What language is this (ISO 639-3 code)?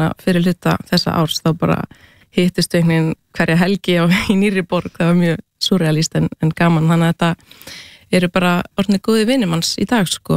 isl